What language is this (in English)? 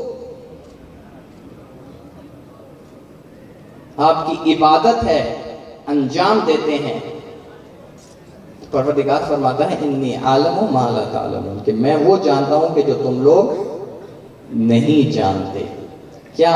Urdu